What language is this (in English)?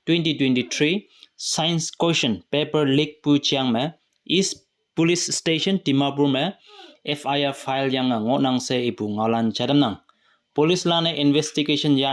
Konyak Naga